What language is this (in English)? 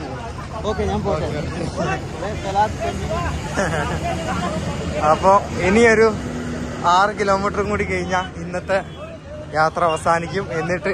Malayalam